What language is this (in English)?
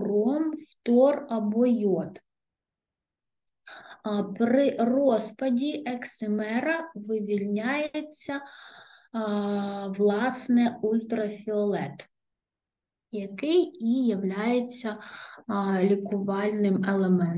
Ukrainian